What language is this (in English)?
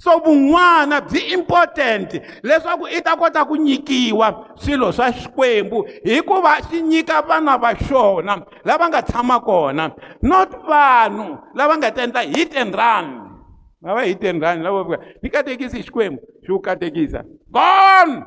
Tsonga